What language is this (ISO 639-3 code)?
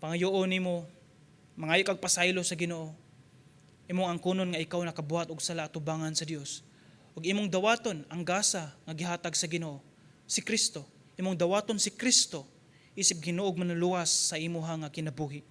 ceb